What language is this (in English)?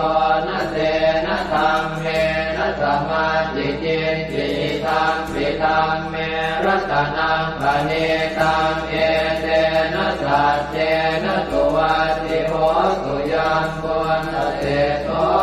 Pali